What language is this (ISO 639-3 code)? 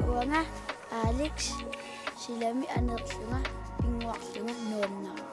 kal